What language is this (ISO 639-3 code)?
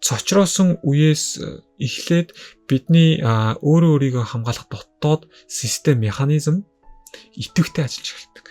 mon